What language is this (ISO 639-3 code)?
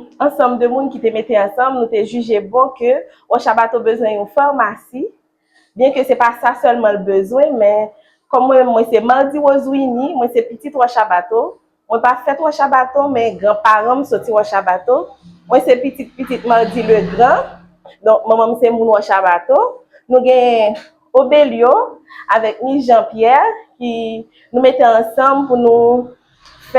hat